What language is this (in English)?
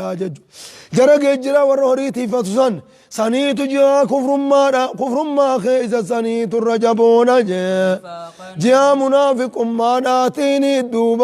Oromo